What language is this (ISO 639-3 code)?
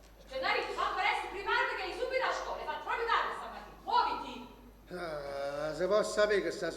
nap